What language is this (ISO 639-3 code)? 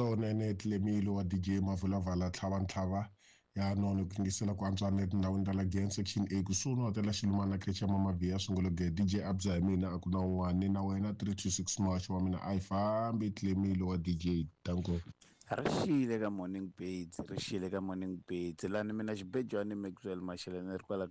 tso